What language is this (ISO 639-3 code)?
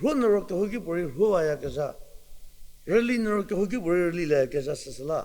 njm